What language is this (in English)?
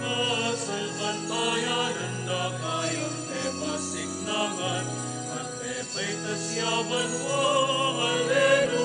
Pampanga